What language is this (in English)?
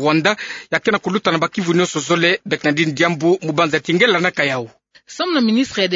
Kituba (Democratic Republic of Congo)